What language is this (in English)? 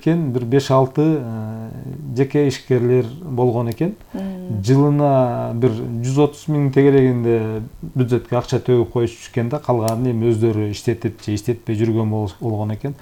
Kyrgyz